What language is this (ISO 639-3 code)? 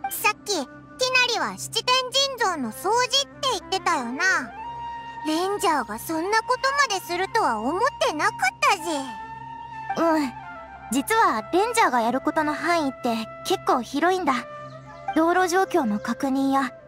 jpn